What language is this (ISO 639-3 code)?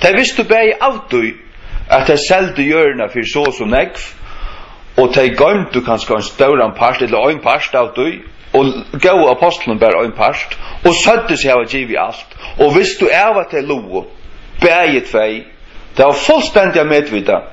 fao